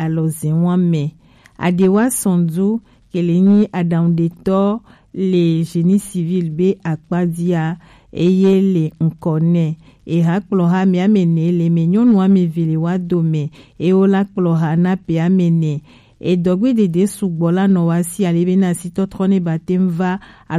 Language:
Gen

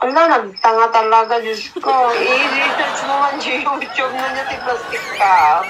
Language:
Iloko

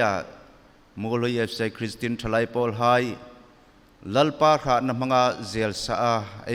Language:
Hmar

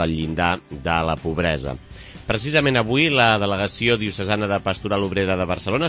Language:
Catalan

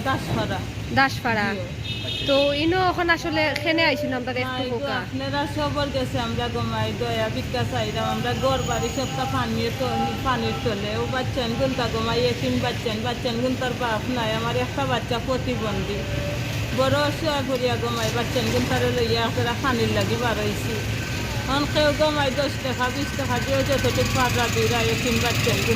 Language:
Sylheti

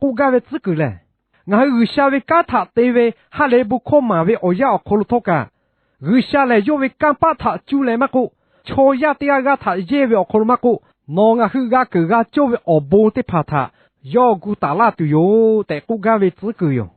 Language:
Lahu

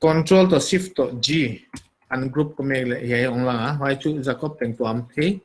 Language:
Paite Chin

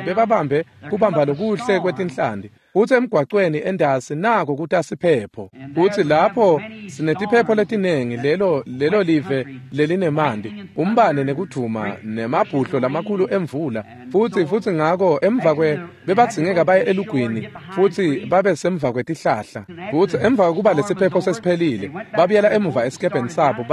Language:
Swati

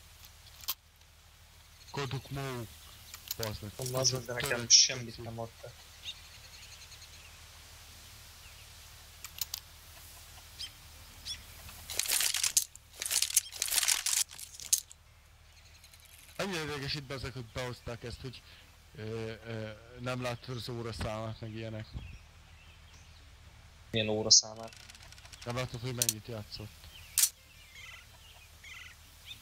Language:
Hungarian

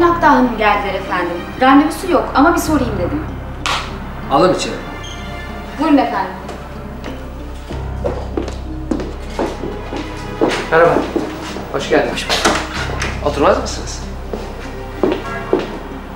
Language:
Turkish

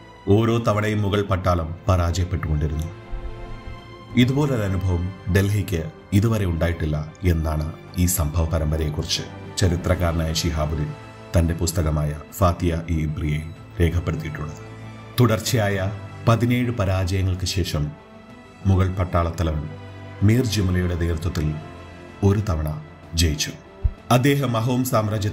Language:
Malayalam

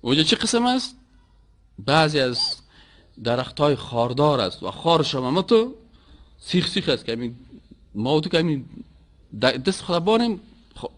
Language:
Persian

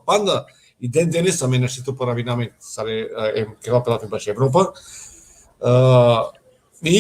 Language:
Balkan Romani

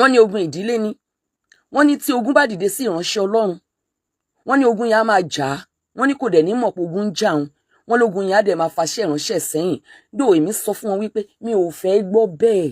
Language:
Yoruba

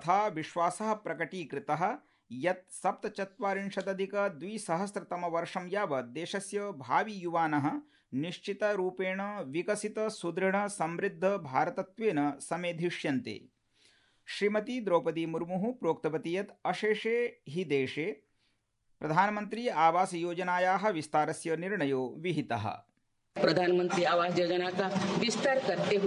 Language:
Sanskrit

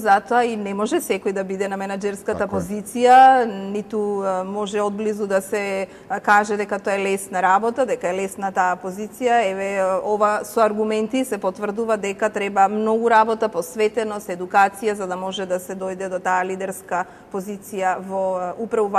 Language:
Macedonian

